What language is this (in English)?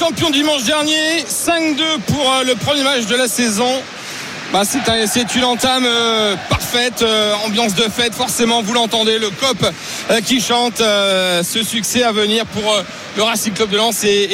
French